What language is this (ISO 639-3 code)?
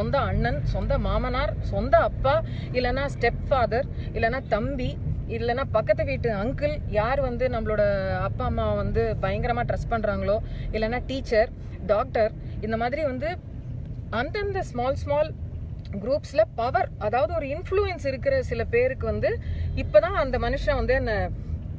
tam